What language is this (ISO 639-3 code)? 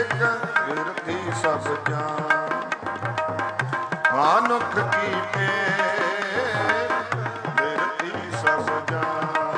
pan